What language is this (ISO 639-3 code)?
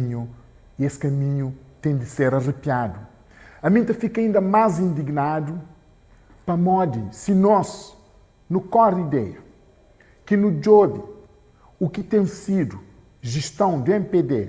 kea